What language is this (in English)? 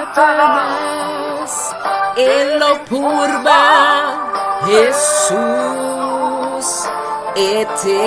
Papiamento